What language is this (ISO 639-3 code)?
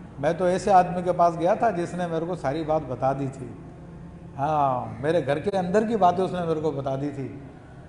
urd